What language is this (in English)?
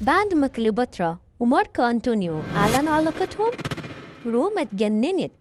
Egyptian Arabic